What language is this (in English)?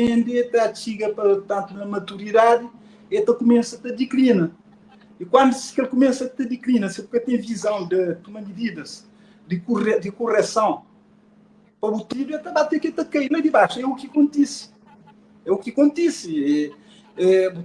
Kabuverdianu